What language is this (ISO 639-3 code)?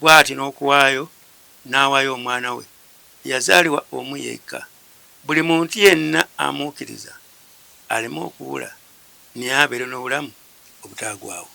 lug